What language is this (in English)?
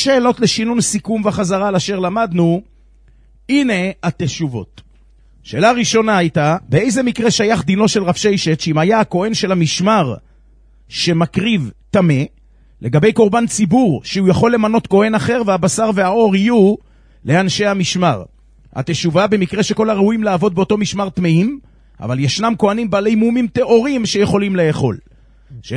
Hebrew